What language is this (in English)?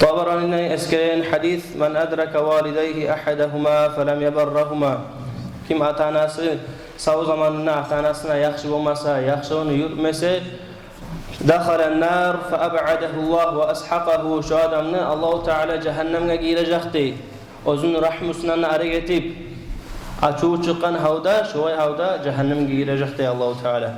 Kumyk